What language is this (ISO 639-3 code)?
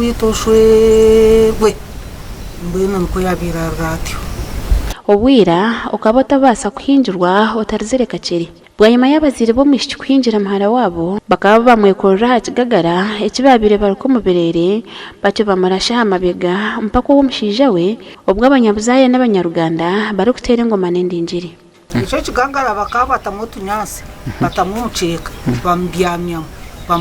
nyn